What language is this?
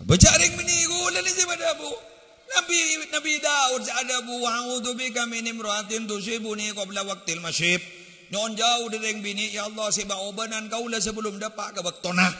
Madurese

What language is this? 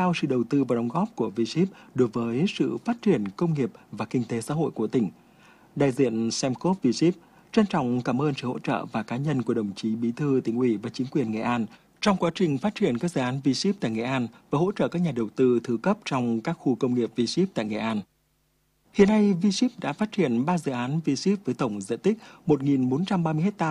Vietnamese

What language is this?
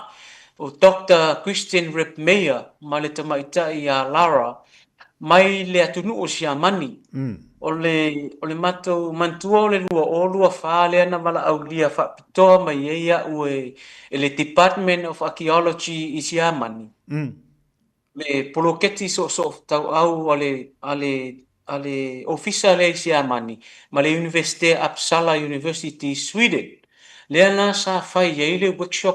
Samoan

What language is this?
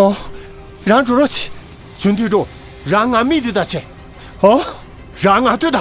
Tibetan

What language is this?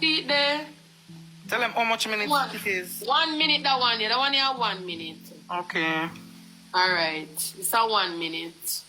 Jamaican Creole English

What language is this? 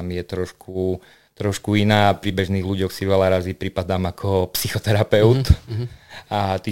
Slovak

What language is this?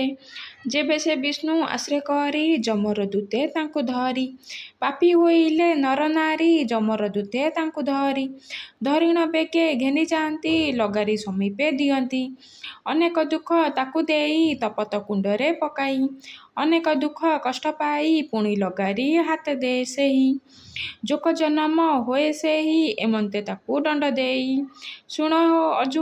Odia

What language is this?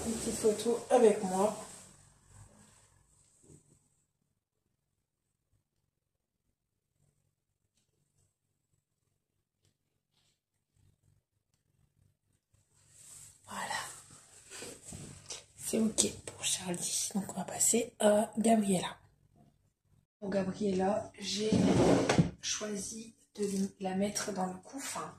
French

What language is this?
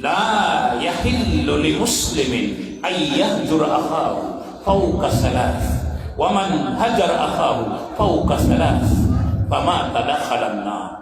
Maranao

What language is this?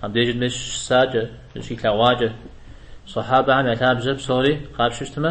Kabardian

